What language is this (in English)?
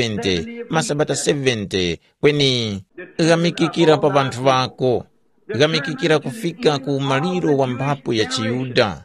Tumbuka